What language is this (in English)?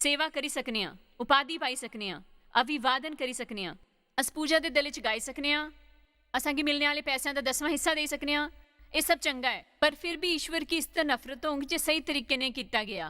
Dogri